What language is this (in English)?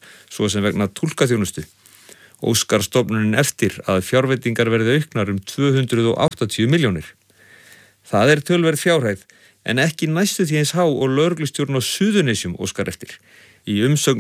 Icelandic